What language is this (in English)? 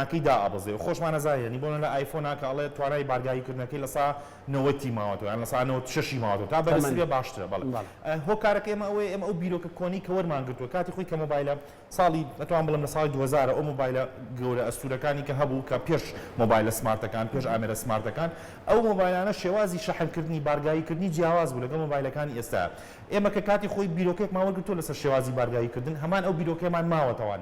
Central Kurdish